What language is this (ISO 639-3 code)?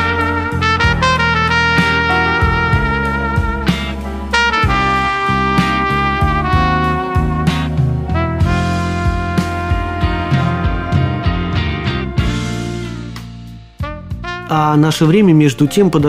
rus